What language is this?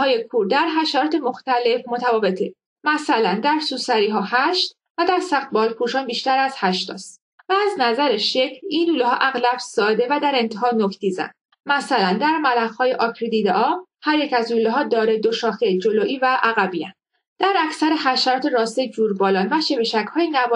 Persian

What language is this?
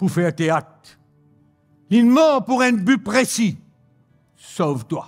Morisyen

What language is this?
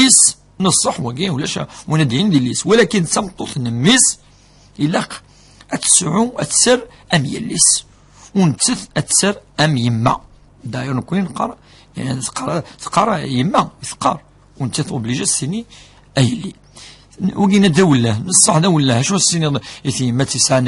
Kabyle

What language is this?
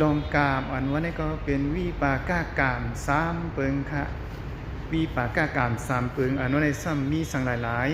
Shan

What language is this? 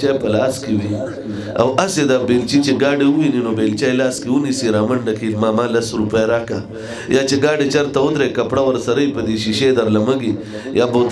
Pashto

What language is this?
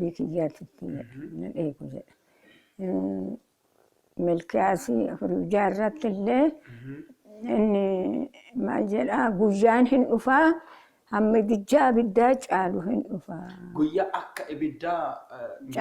Oromo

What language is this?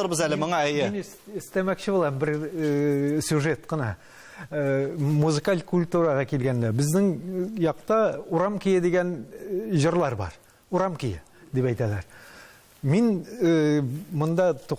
Tatar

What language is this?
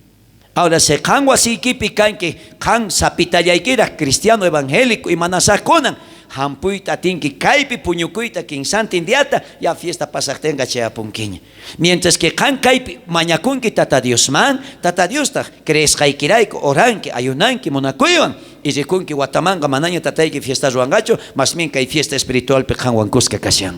South Bolivian Quechua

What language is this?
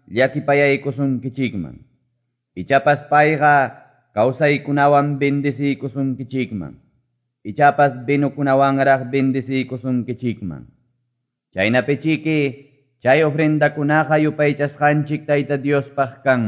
Quechua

